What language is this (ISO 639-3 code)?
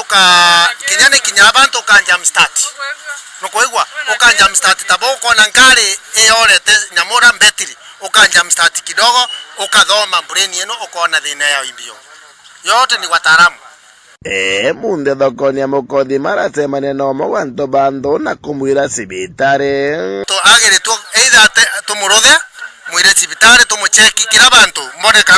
mer